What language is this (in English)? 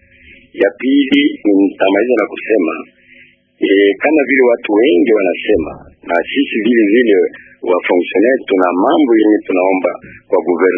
Swahili